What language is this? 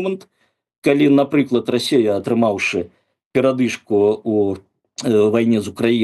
Belarusian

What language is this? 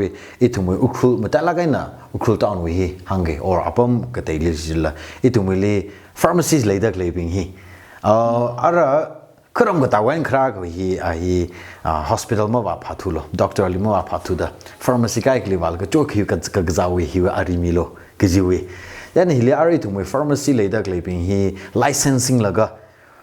Tangkhul Naga (India)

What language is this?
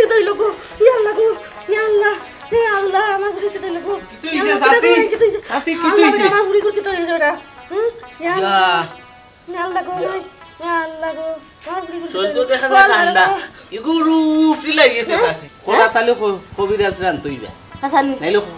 Sylheti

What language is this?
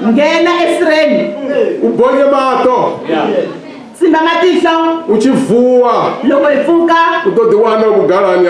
Venda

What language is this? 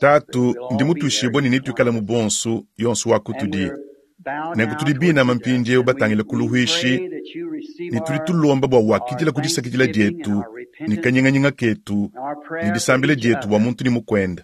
Luba-Lulua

